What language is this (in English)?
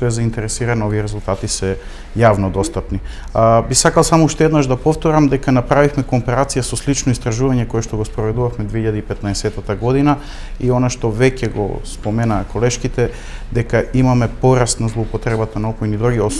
Macedonian